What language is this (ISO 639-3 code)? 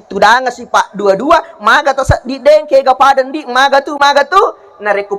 bug